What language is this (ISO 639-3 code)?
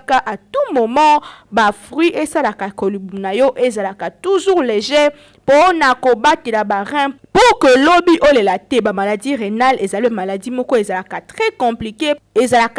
lin